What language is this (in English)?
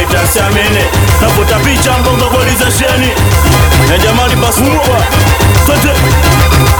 Swahili